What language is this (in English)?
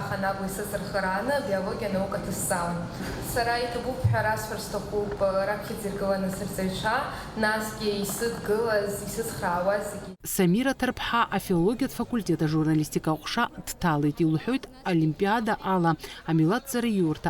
Abkhazian